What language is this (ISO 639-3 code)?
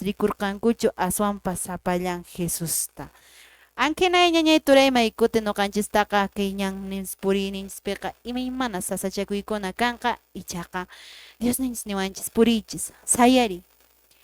que